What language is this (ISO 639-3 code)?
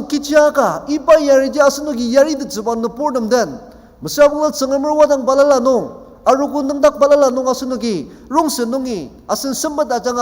njo